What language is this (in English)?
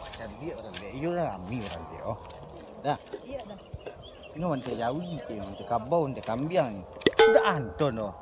Minangkabau